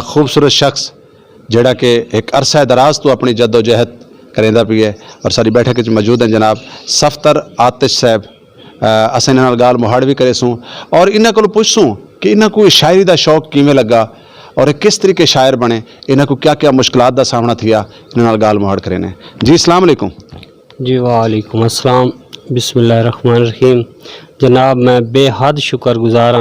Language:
Saraiki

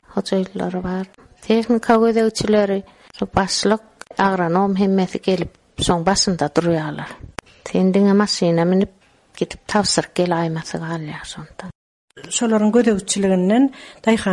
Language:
Turkmen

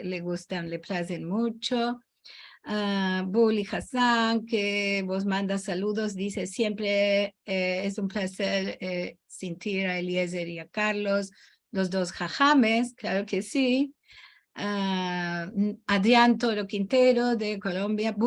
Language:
Ladino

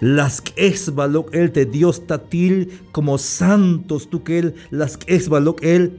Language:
Tzeltal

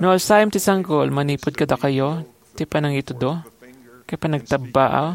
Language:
Iloko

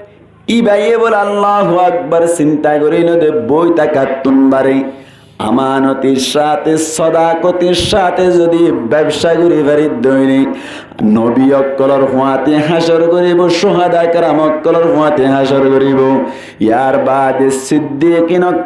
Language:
Rohingya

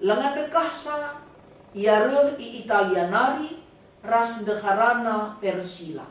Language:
Batak Karo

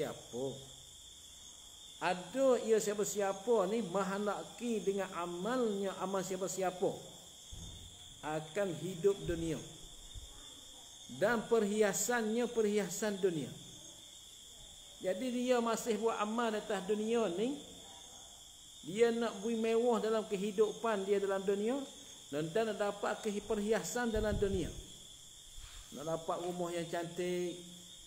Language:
Malay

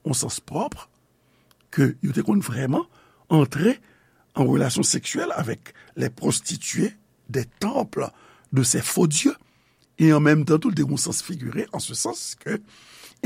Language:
Haitian Creole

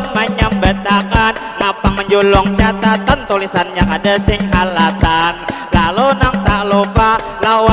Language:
Banjar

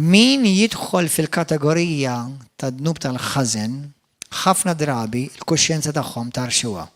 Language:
Maltese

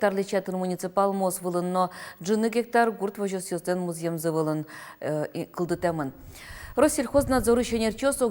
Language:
Udmurt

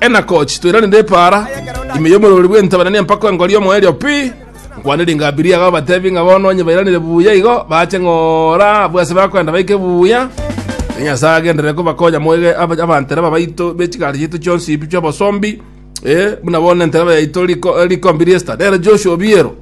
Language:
Gusii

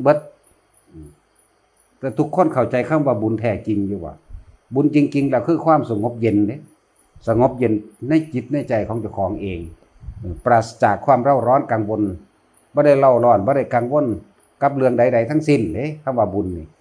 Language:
Northeastern Thai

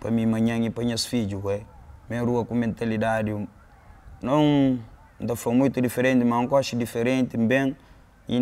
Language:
Kabuverdianu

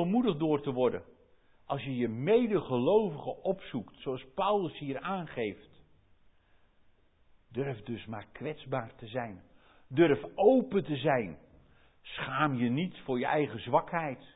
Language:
Dutch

